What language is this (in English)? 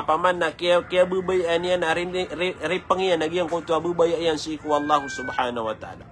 Maranao